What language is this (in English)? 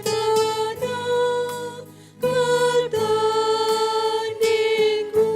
Batak Karo